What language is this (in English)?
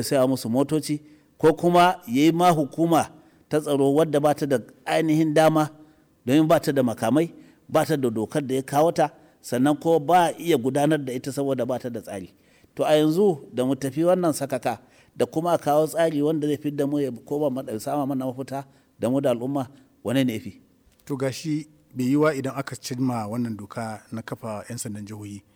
Hausa